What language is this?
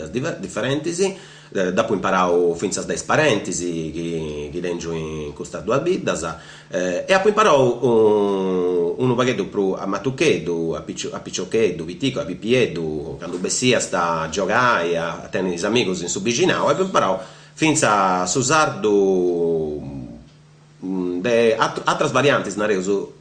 Sardinian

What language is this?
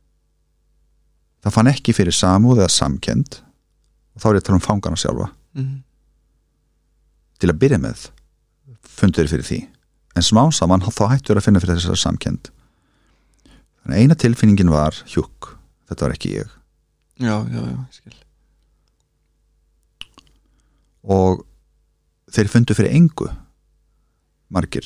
Icelandic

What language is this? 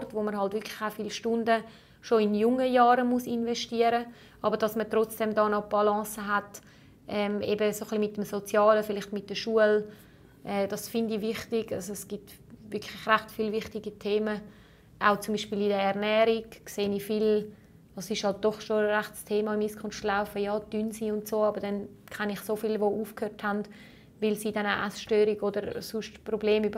German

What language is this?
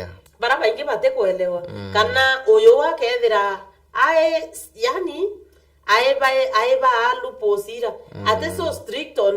Meru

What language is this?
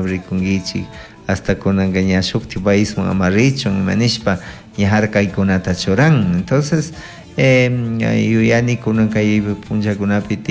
Chimborazo Highland Quichua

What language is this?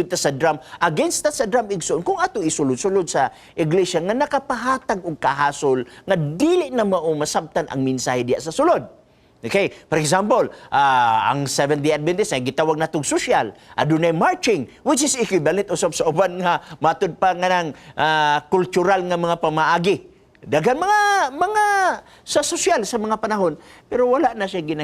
Cebuano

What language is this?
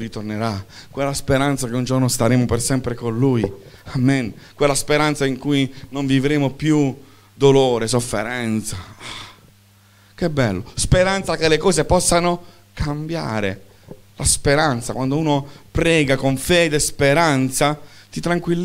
Italian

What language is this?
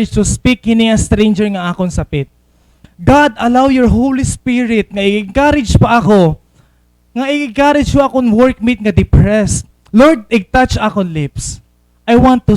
Waray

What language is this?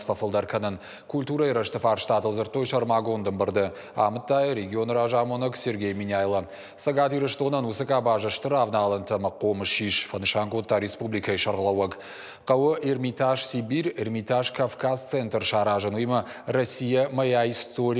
Ossetic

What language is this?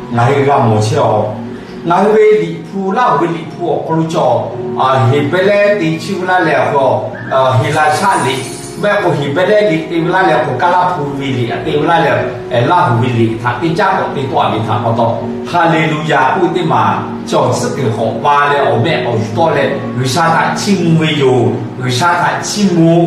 Lahu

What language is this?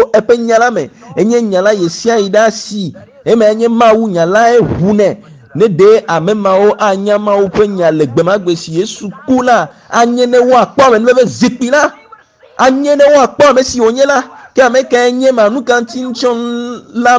Ewe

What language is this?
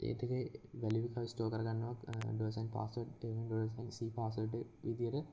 Sinhala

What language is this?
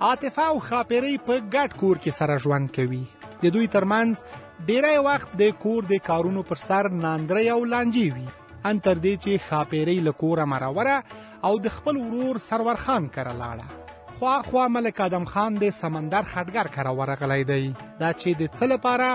Pashto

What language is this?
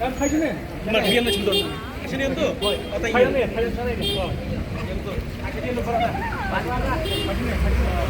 Khasi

